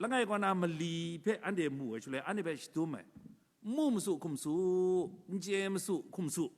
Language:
Kachin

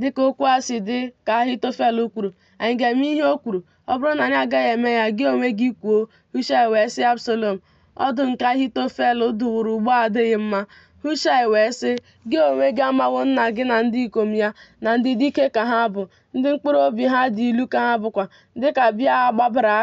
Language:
Igbo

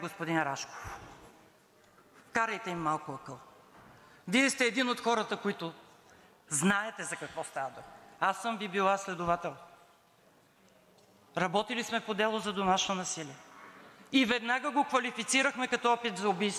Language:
Bulgarian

